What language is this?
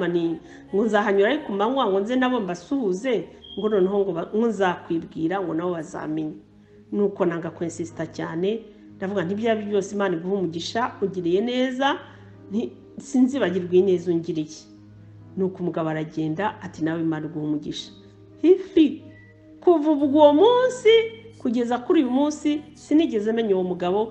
Kinyarwanda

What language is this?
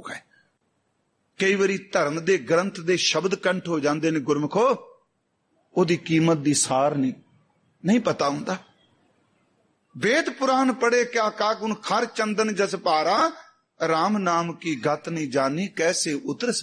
Punjabi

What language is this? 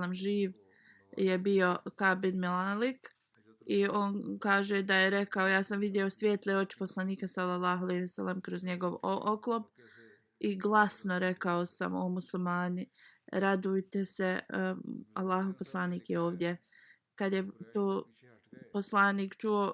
Bosnian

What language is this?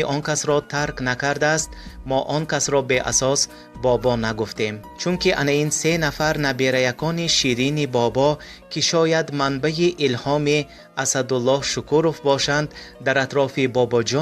Tajik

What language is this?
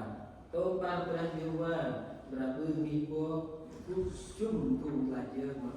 Central Mnong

